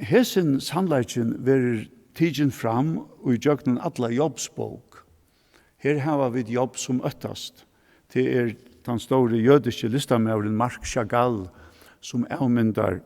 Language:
Faroese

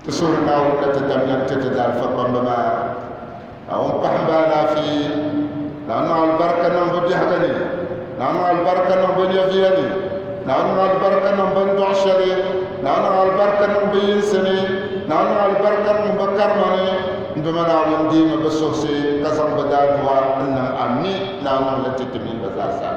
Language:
Dagbani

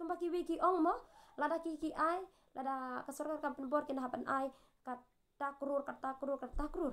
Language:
Khasi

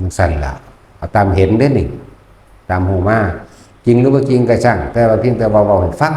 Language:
Northeastern Thai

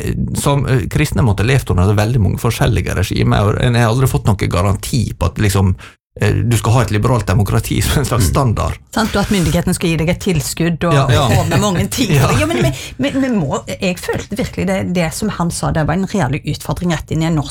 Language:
Norwegian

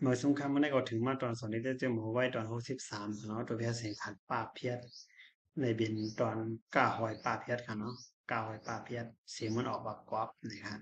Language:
Shan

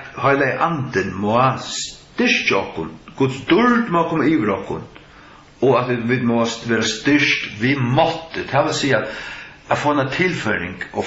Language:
Faroese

